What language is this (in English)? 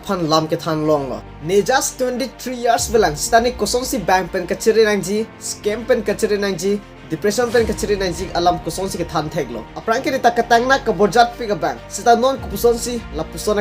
Karbi